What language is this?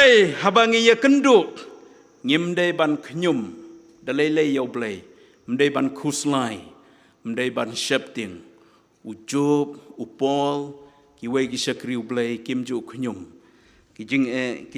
Khasi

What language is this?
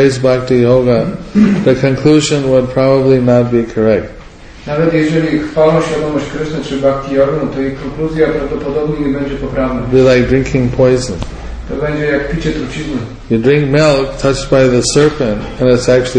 Polish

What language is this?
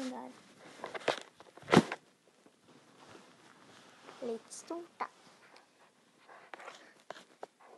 Norwegian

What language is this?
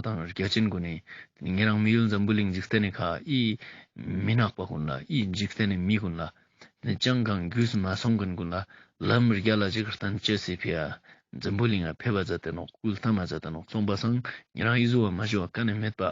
Ladakhi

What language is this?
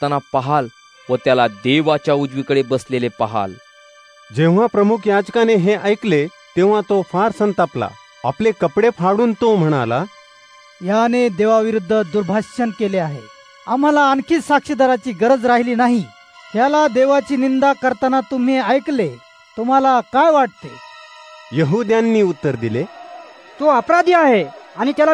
Marathi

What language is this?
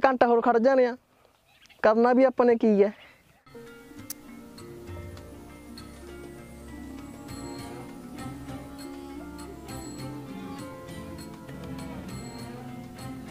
Punjabi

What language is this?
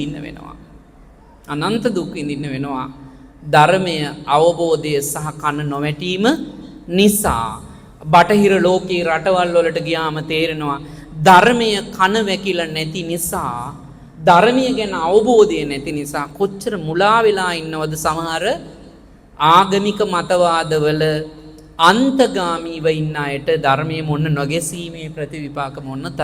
Sinhala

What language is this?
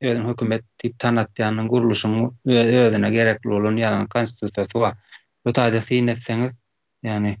Turkmen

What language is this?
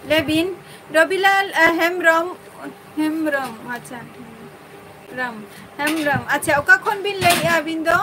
Santali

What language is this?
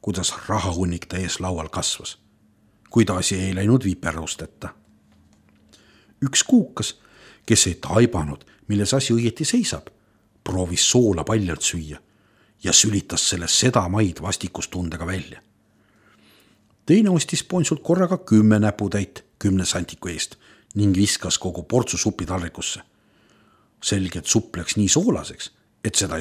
Estonian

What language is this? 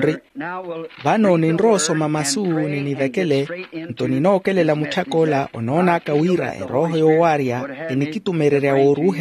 Makhuwa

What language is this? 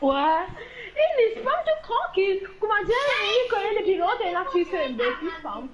Morisyen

